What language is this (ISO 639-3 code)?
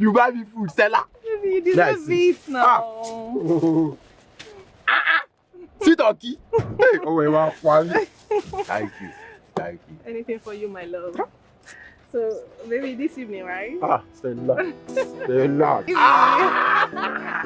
pcm